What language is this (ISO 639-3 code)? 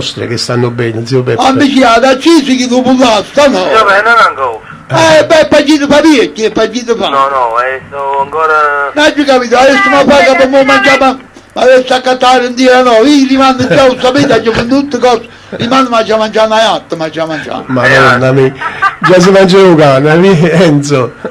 nap